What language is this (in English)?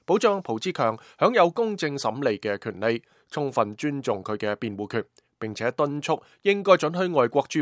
Cantonese